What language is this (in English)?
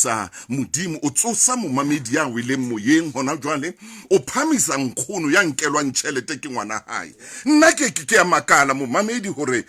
Southern Sotho